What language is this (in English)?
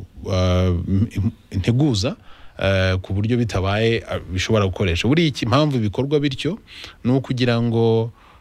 Kinyarwanda